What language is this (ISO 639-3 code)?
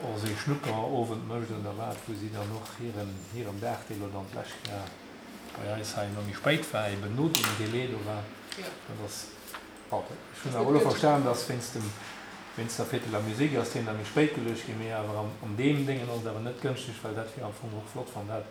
ltz